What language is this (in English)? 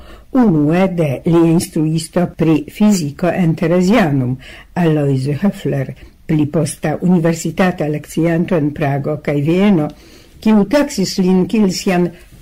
Esperanto